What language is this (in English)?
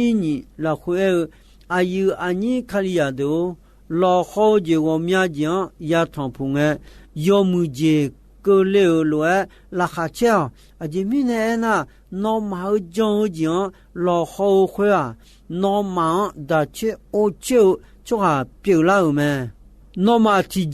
Akha